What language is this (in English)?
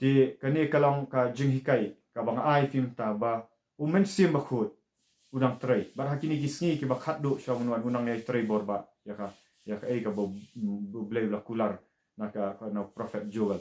Khasi